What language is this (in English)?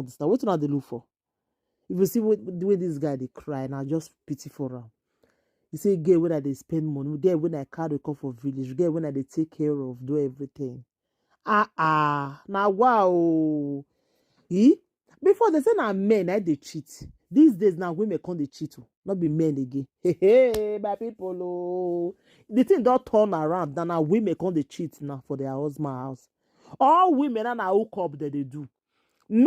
Nigerian Pidgin